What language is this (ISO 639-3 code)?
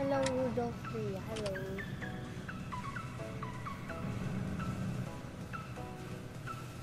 fil